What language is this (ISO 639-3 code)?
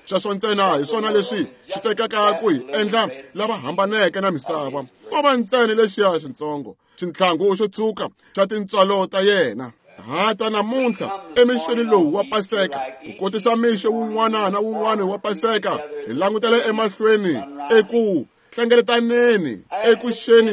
tso